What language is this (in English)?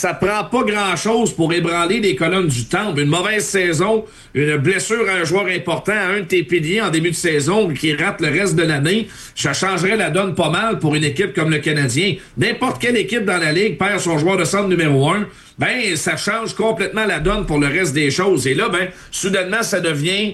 French